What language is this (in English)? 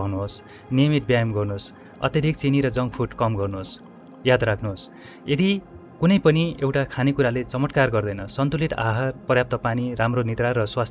Nepali